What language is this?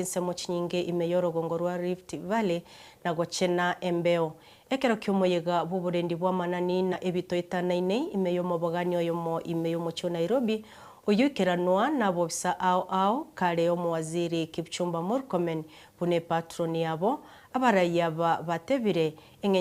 Gusii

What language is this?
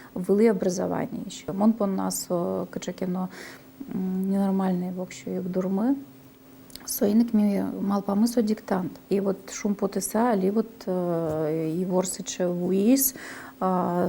Udmurt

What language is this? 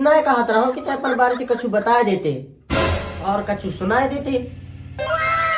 Chhattisgarhi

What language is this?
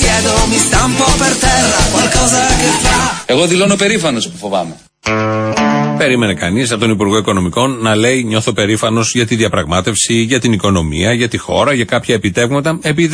Greek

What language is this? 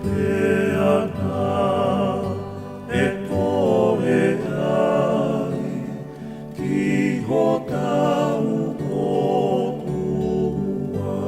Tongan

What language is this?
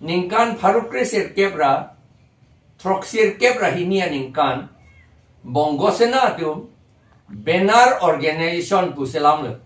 Karbi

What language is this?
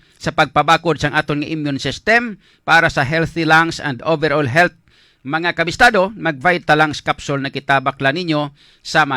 Hiligaynon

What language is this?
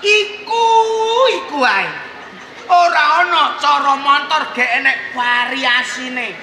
Javanese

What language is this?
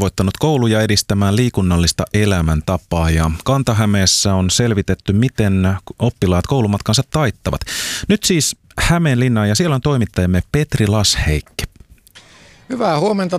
Finnish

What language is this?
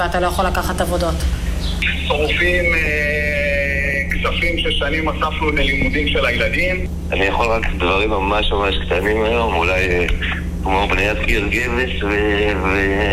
Hebrew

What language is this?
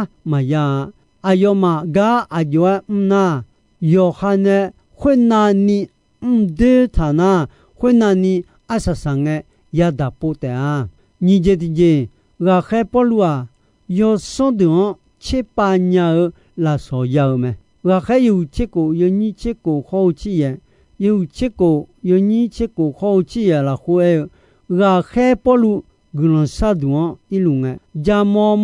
Akha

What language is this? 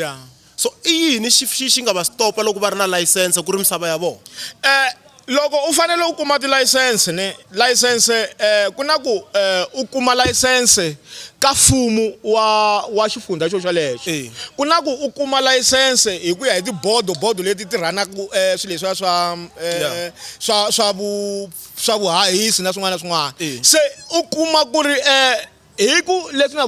Tsonga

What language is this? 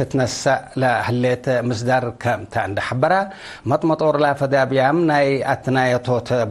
Tigre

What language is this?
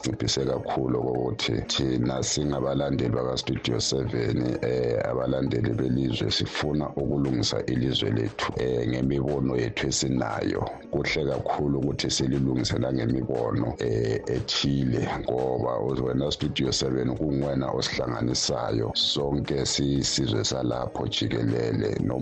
North Ndebele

